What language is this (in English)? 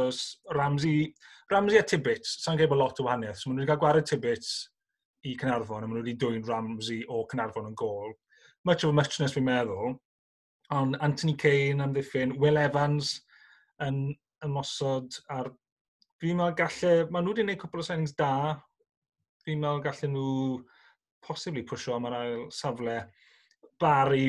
Welsh